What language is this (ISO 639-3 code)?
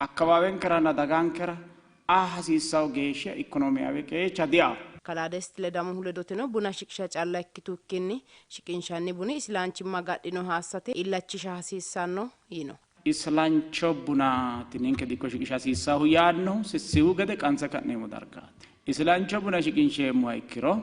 sid